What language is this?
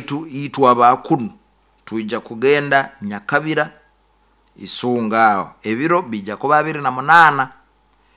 Nyoro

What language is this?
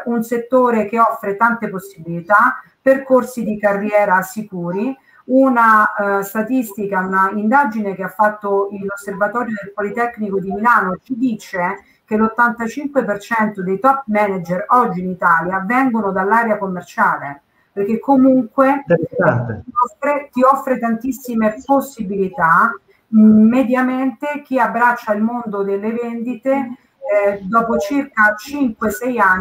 Italian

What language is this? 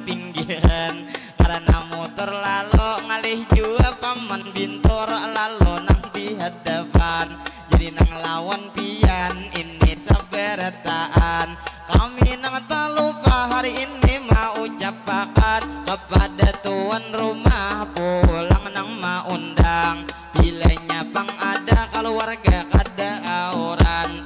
Banjar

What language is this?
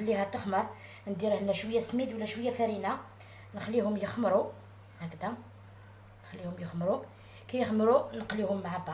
Algerian Arabic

